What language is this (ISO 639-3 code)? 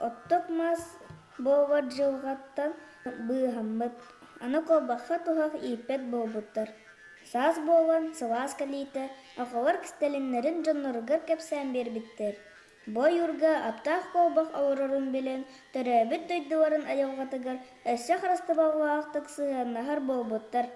sah